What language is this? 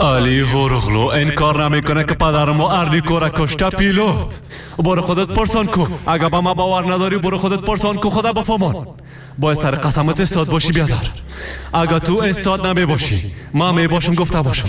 Persian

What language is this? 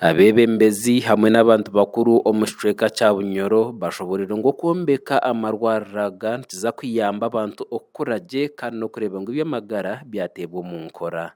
Nyankole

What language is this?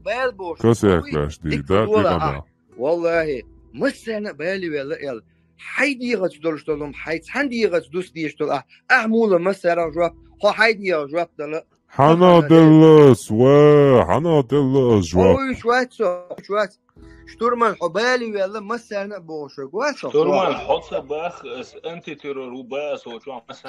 Chechen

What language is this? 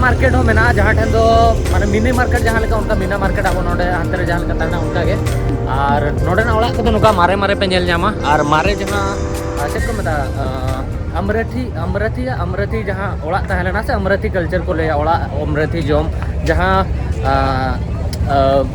Santali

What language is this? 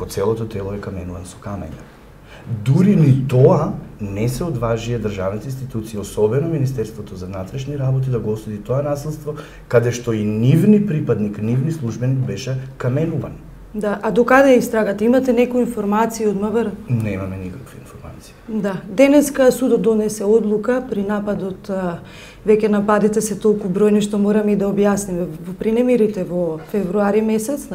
Macedonian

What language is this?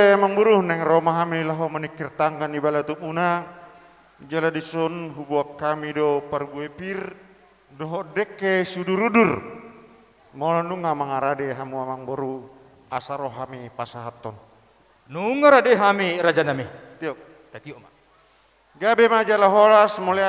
Batak Toba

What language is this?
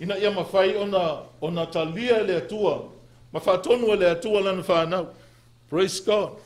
Samoan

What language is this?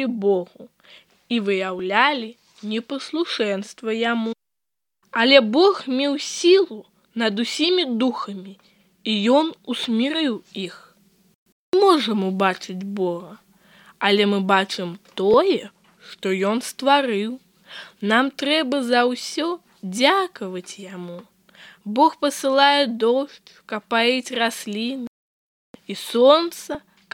Belarusian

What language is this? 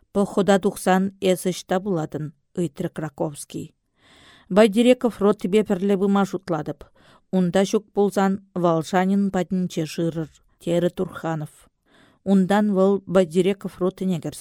Chuvash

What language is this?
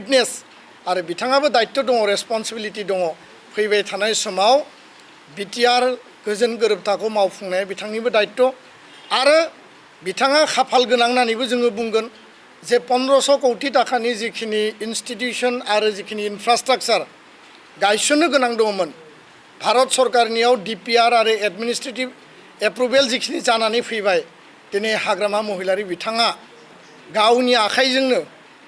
Bodo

